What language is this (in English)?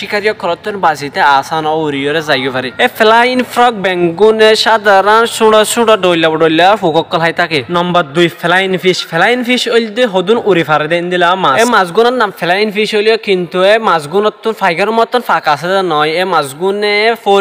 Rohingya